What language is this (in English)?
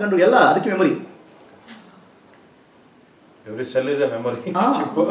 Kannada